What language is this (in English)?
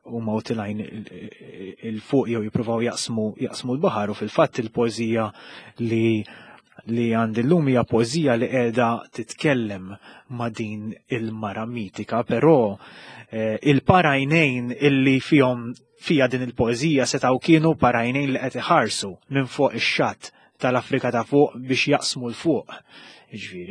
Maltese